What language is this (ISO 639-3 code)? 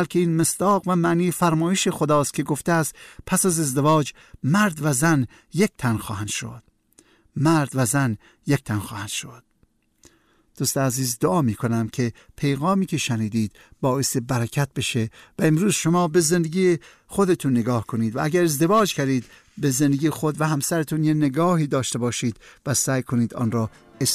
fas